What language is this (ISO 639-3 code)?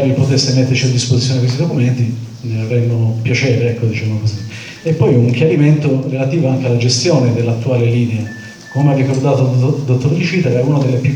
ita